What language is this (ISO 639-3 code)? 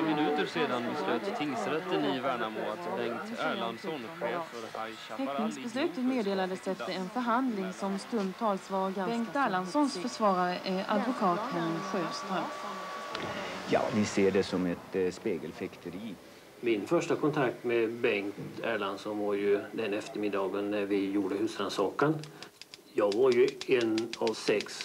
swe